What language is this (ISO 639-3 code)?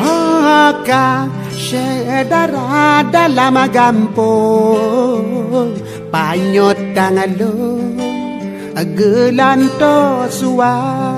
ace